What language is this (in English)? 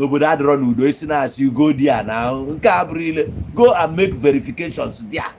Igbo